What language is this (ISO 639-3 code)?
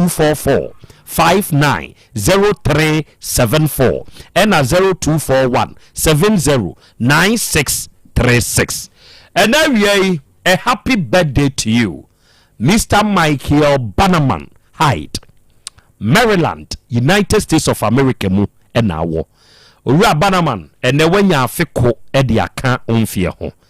aka